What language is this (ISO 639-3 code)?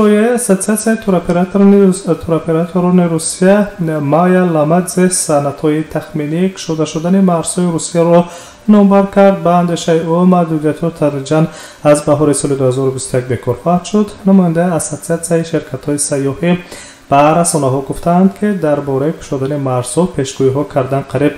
tgk